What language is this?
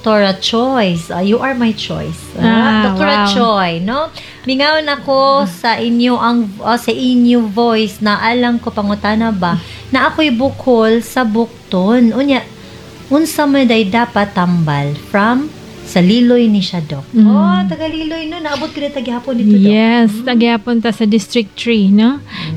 Cebuano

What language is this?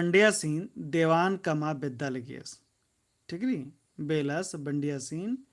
Kurukh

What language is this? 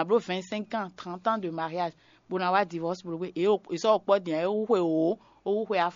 Fon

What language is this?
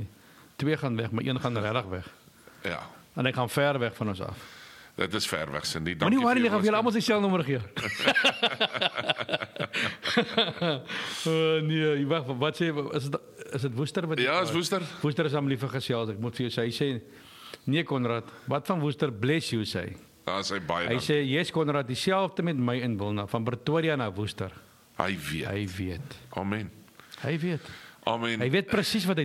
Afrikaans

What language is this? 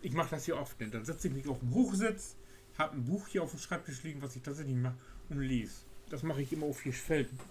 Low German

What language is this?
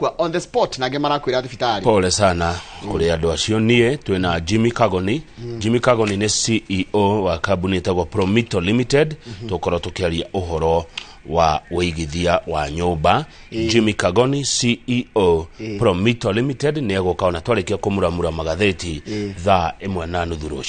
Kikuyu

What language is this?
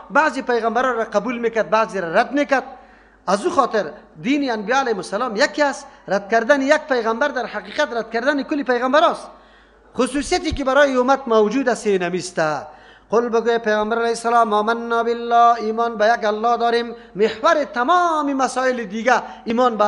Persian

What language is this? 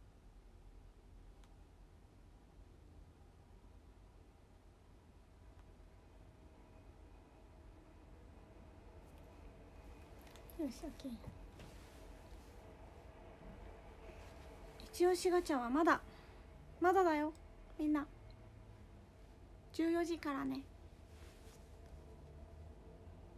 Japanese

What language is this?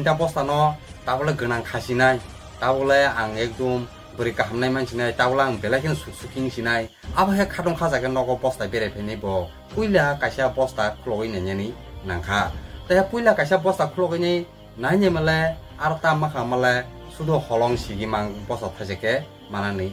Kok Borok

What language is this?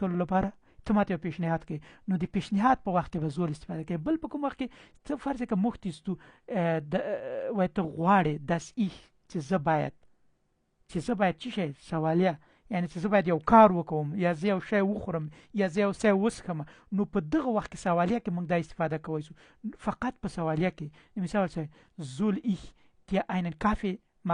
Pashto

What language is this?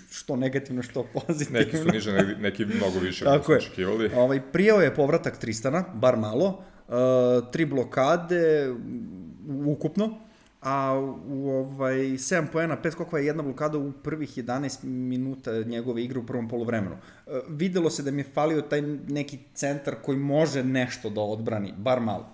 Serbian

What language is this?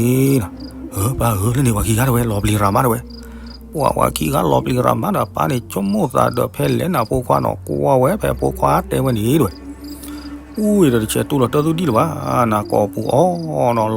S'gaw Karen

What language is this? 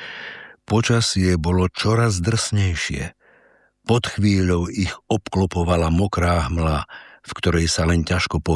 Slovak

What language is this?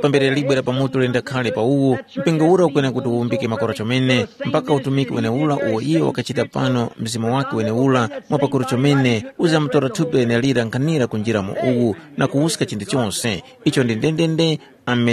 Tumbuka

